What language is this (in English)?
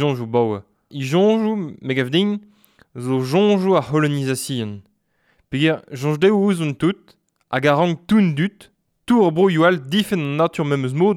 Breton